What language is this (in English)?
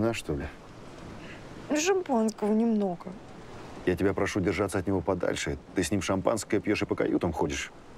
Russian